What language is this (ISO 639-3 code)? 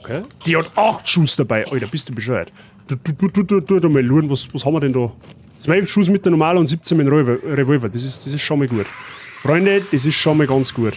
bar